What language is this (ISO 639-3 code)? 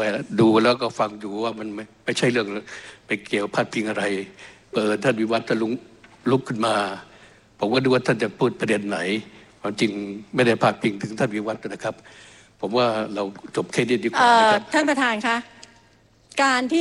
tha